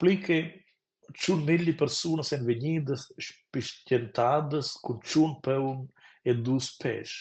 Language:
Romansh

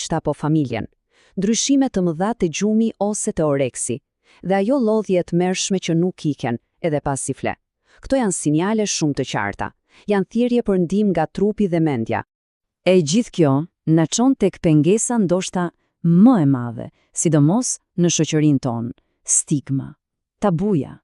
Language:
Albanian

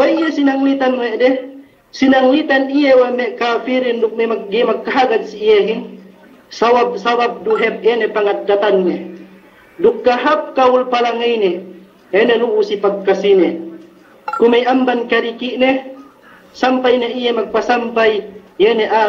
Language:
Yakan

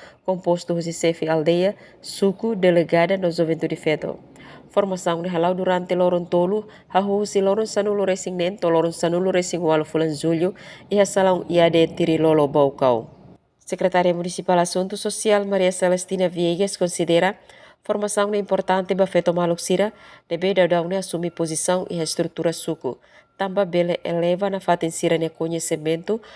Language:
Tetum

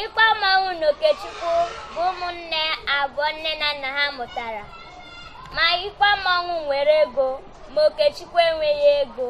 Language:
Igbo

